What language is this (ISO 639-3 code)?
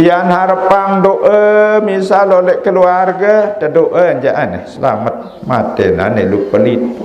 sas